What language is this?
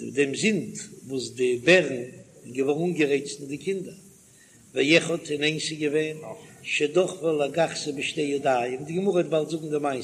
Yiddish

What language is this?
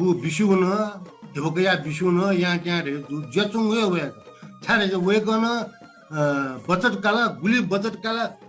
Newari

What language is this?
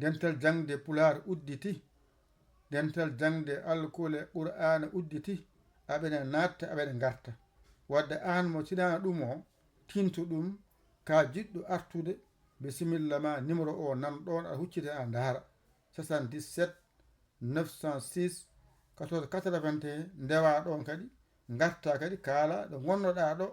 Fula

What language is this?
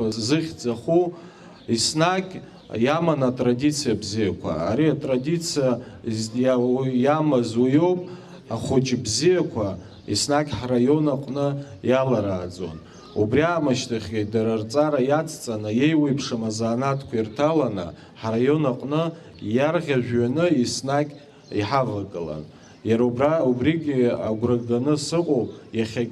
Abkhazian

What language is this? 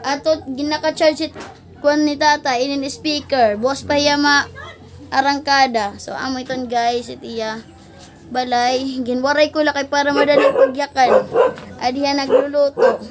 Waray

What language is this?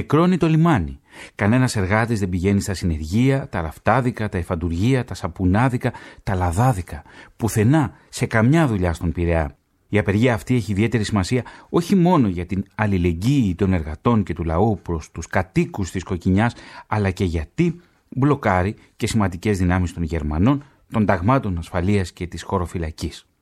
Greek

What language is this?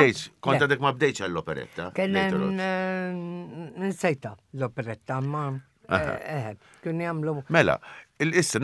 Maltese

